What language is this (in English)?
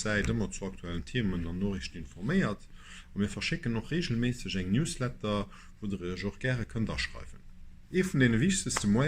Luxembourgish